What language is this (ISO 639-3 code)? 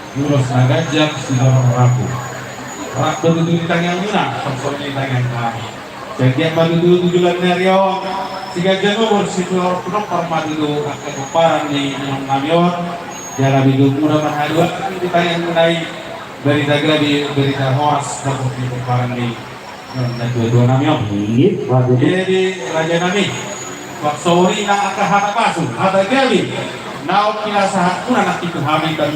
bbc